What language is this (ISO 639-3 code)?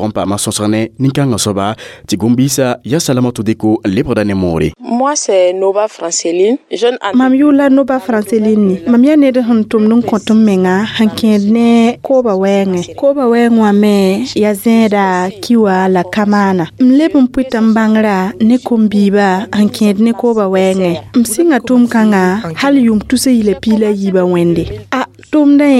mos